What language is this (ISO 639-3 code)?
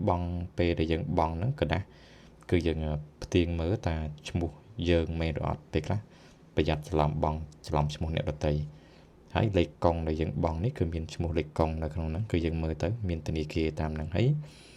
khm